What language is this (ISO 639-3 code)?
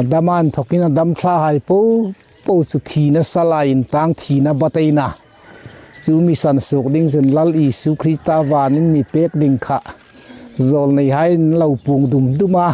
hmr